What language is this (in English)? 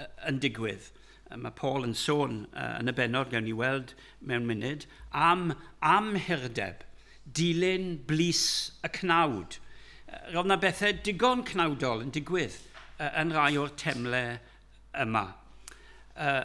Welsh